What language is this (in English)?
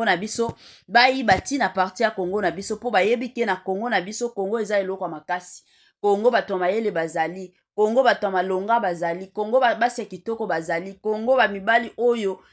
Lingala